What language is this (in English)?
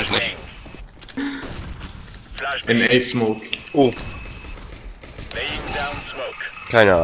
German